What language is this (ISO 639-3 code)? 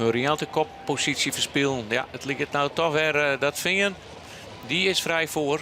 fry